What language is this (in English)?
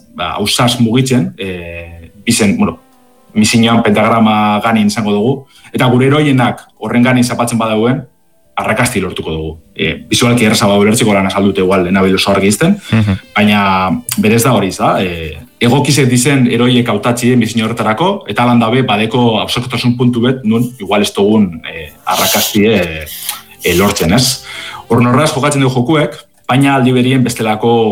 Basque